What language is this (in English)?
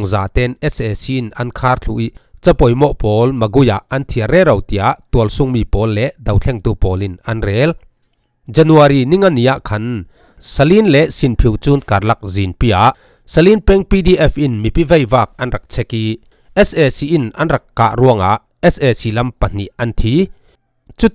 Falam Chin